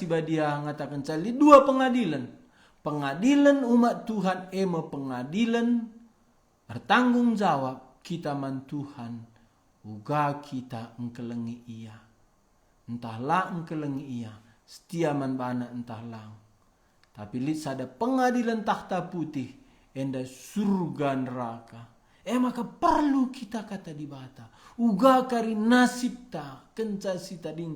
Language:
Batak Karo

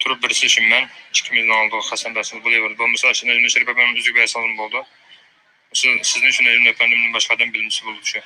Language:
Uyghur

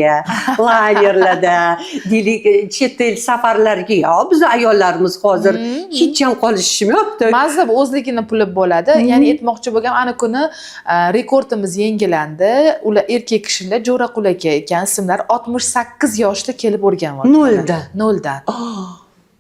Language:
Uzbek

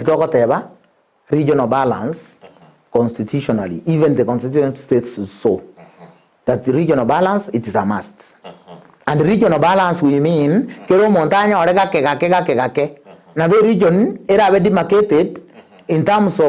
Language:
Gusii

